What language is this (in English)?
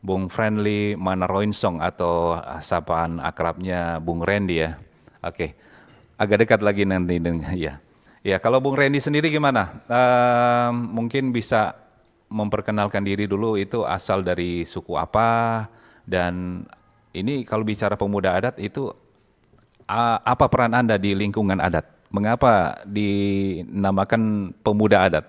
Manado Malay